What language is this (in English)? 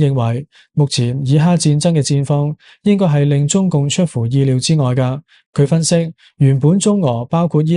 Cantonese